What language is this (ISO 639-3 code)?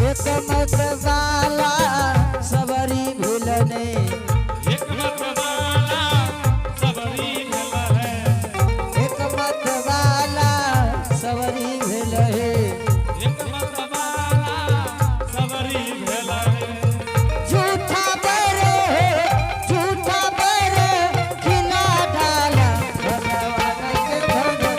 anp